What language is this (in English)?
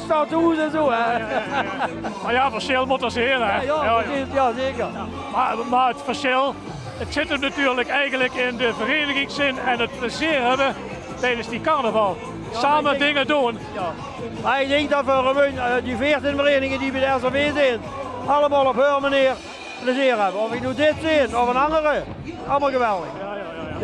Limburgish